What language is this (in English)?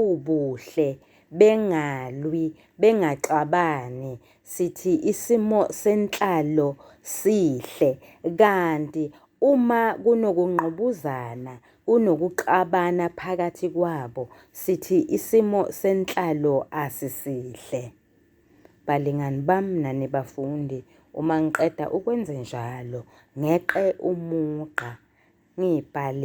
Zulu